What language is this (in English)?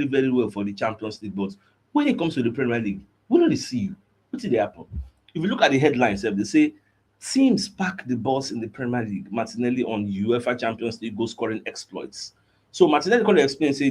Nigerian Pidgin